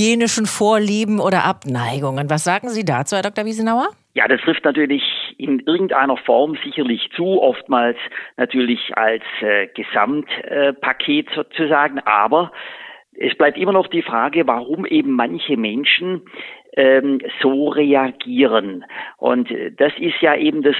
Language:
German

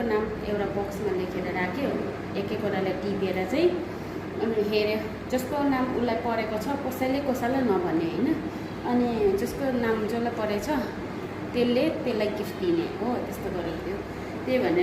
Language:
Nepali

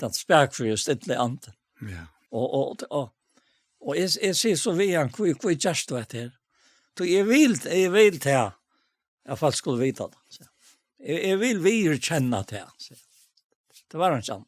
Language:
Faroese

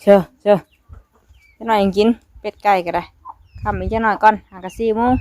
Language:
Northeastern Thai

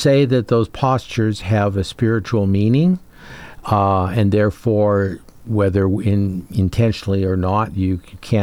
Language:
English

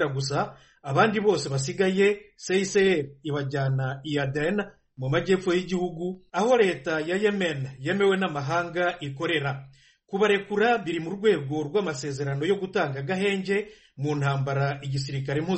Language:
Kinyarwanda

